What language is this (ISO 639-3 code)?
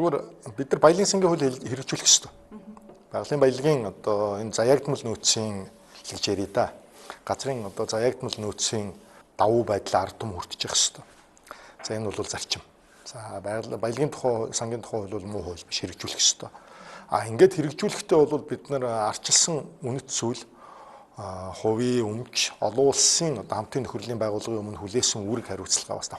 mon